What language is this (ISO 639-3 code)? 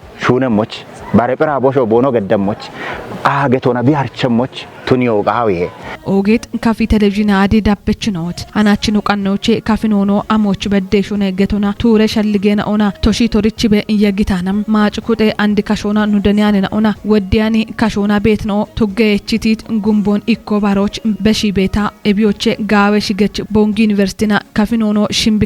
kbr